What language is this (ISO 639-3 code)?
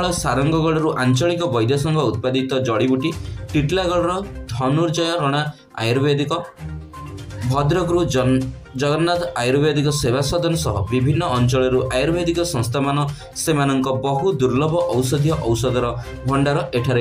ori